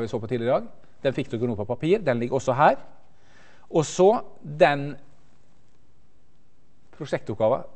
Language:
Norwegian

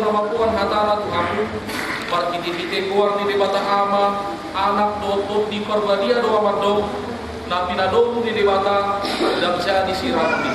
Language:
Batak Toba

